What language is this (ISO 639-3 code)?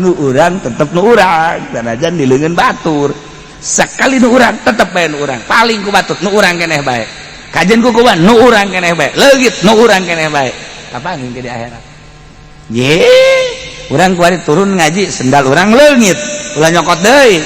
sun